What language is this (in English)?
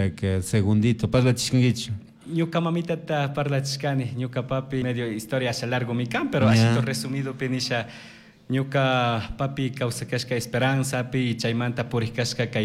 Chimborazo Highland Quichua